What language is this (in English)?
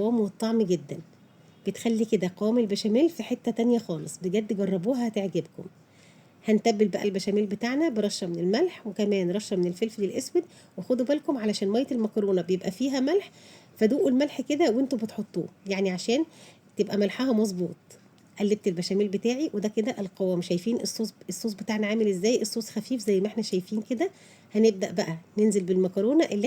Egyptian Arabic